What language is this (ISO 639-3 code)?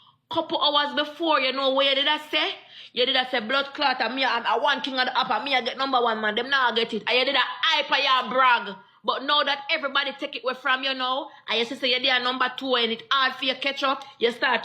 jam